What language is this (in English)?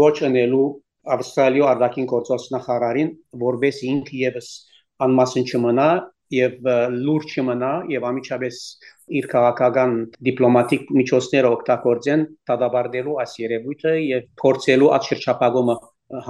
Western Armenian